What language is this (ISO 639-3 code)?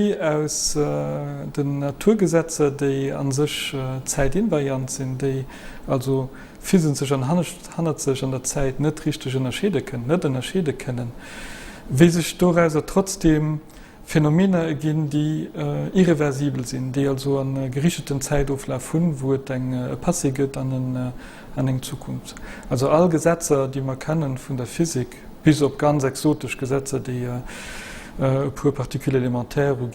ltz